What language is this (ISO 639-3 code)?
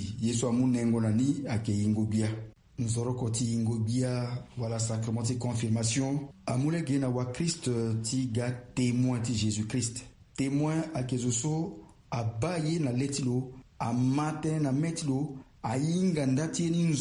sag